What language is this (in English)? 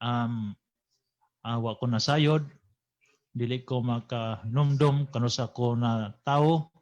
Cebuano